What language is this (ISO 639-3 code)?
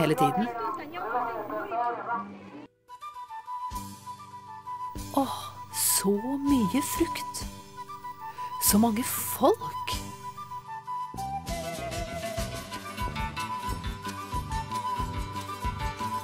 nor